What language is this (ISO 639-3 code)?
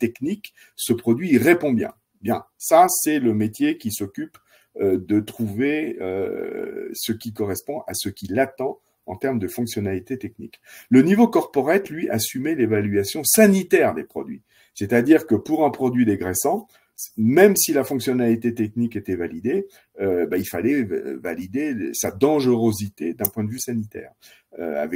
fra